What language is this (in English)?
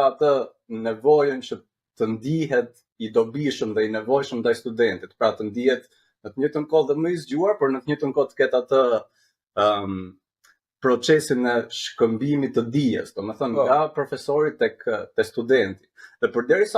Albanian